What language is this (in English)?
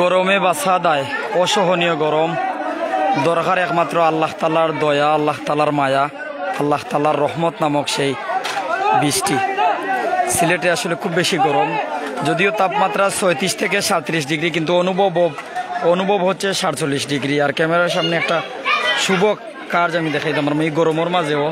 Sylheti